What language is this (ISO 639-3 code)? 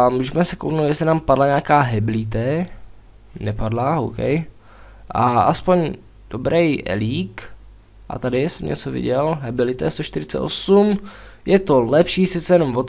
ces